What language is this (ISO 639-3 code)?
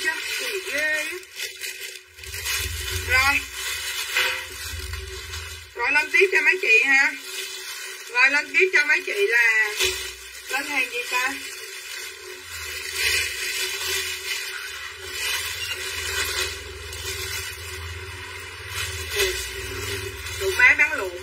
vie